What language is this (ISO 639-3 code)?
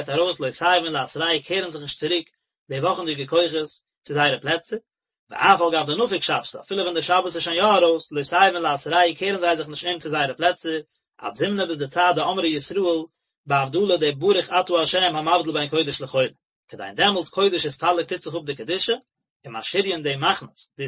yid